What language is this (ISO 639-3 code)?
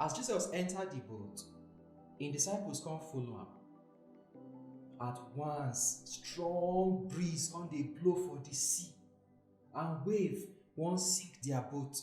pcm